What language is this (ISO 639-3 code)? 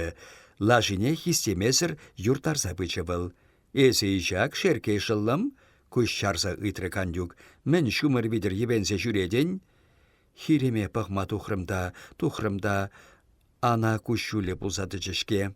chv